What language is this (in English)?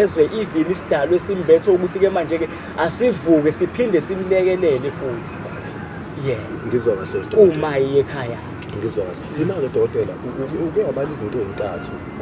Zulu